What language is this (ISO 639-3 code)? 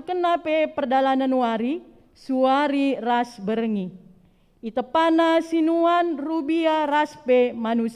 btx